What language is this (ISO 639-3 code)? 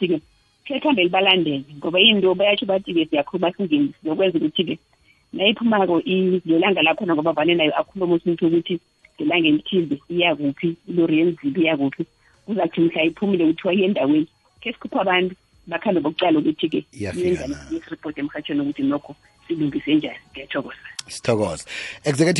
nbl